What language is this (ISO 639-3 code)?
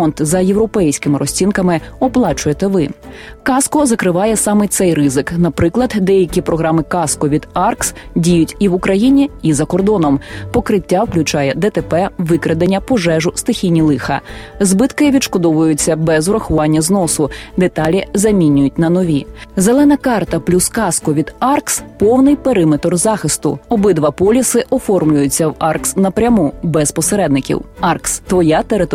ukr